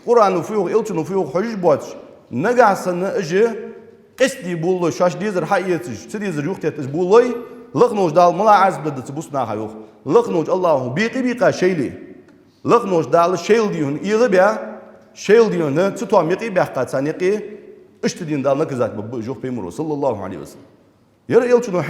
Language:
Ingush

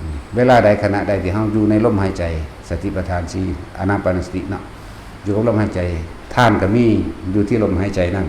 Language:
Northeastern Thai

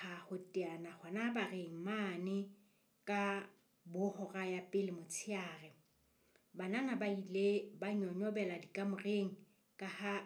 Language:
Southern Sotho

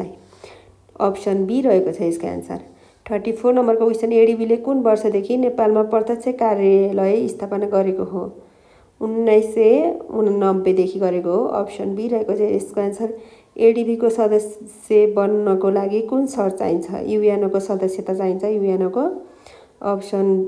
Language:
Nepali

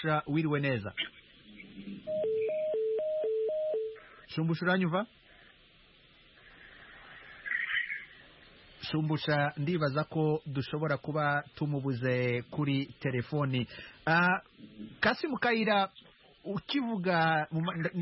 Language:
Kinyarwanda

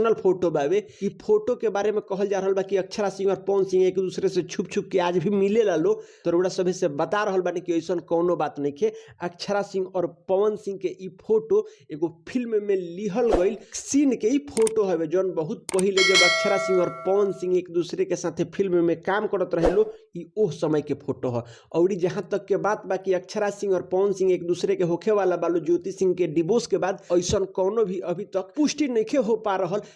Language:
Bhojpuri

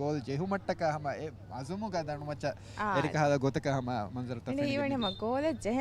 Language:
Divehi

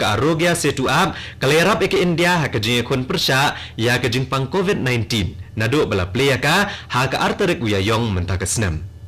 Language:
Khasi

